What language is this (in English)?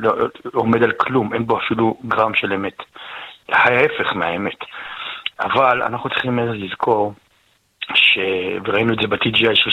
Hebrew